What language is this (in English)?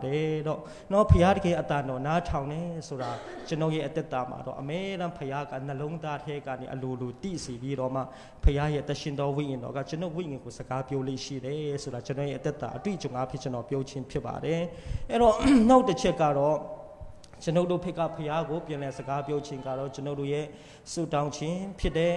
Burmese